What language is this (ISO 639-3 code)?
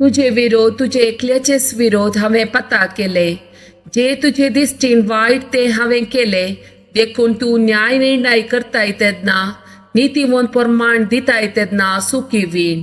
kok